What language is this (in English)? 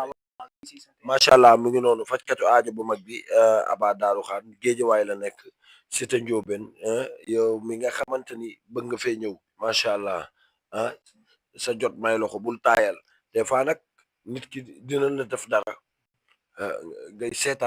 Wolof